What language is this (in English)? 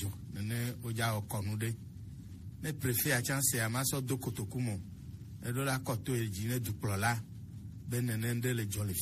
Gen